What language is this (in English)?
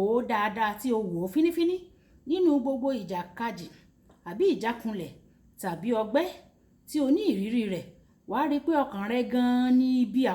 Yoruba